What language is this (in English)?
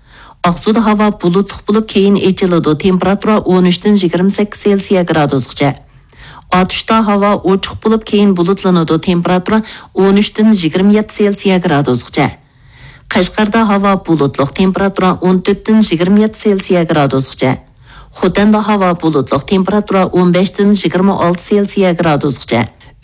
Uyghur